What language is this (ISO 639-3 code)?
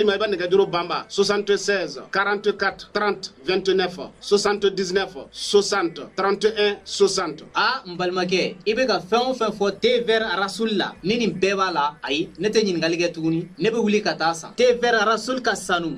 bam